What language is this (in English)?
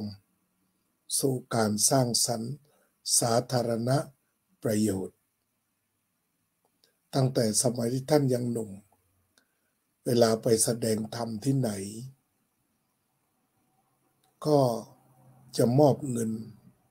Thai